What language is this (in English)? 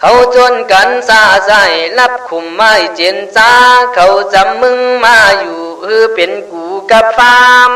Khün